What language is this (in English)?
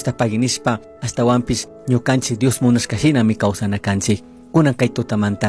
Chimborazo Highland Quichua